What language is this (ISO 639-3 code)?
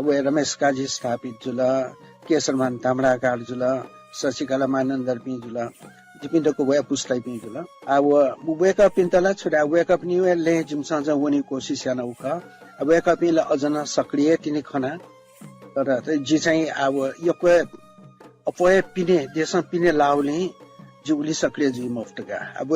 new